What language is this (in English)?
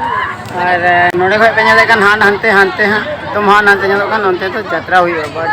Santali